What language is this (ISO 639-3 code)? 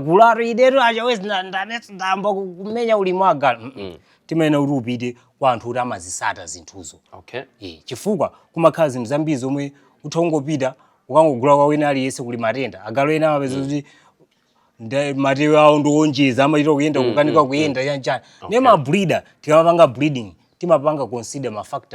nya